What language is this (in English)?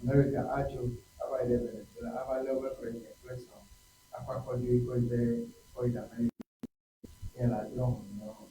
Ewe